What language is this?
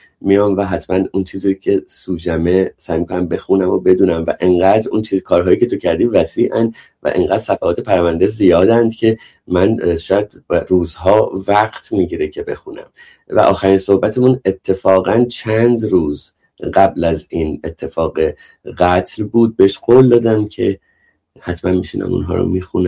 Persian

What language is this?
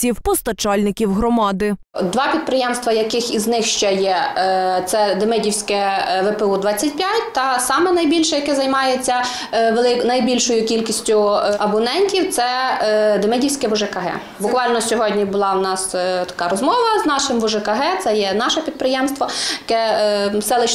Ukrainian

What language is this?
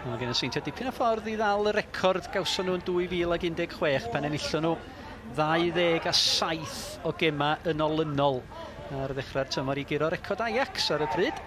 Welsh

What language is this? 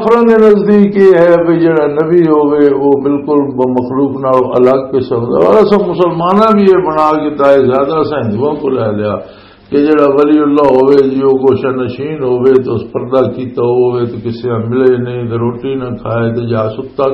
Western Panjabi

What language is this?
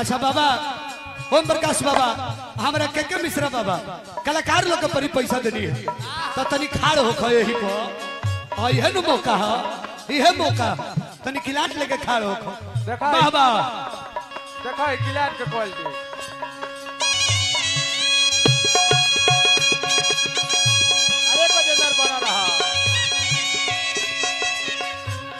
Bhojpuri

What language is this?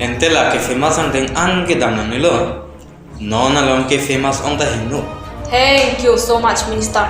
Karbi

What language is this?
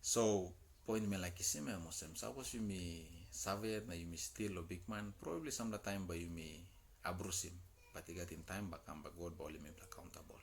Tok Pisin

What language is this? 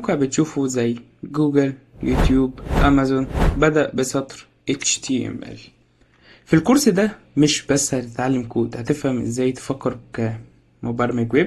Egyptian Arabic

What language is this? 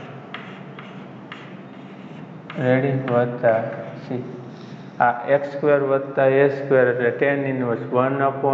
Gujarati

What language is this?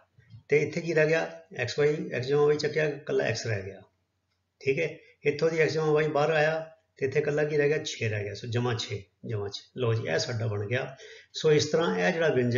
Punjabi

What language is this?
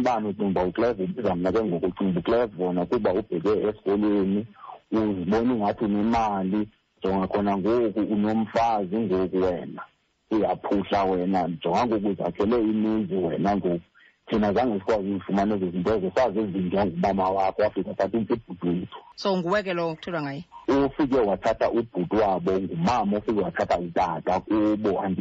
Xhosa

